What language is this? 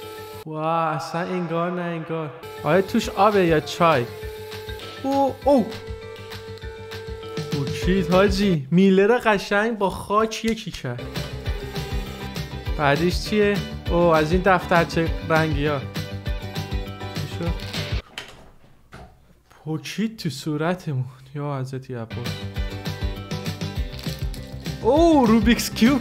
Persian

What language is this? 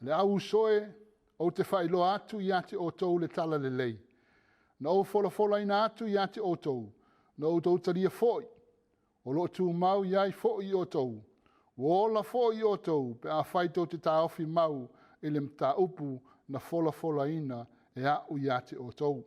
Samoan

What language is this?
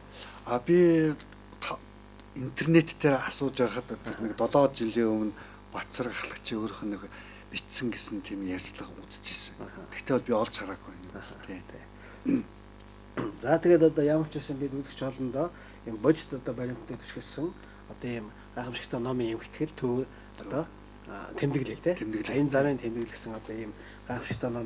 Mongolian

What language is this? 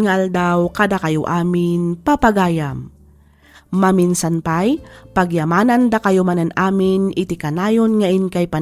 Iloko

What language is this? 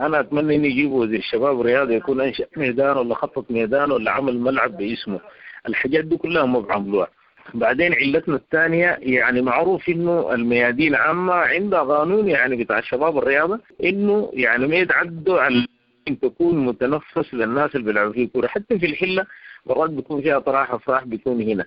Sudanese Arabic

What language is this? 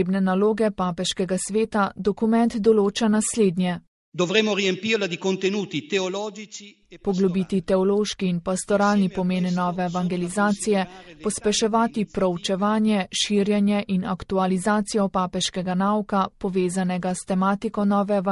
Slovenian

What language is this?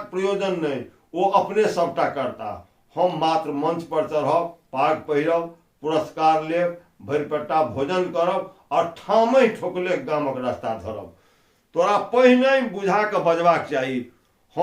Maithili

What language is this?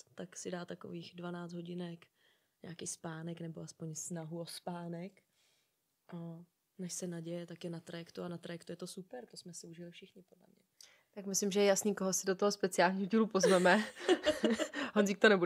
Czech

